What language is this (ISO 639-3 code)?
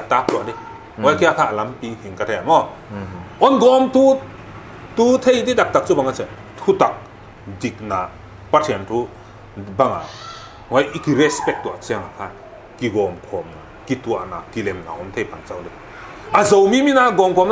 pck